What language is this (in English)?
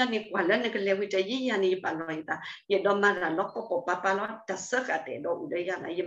S'gaw Karen